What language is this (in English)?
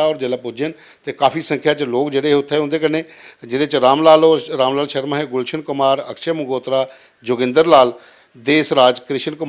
Dogri